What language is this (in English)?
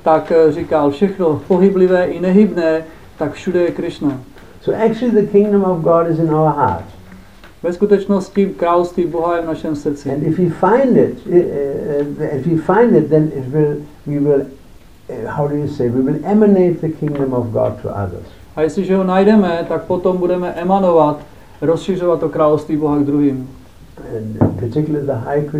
Czech